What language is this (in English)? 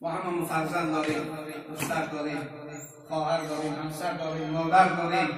Tajik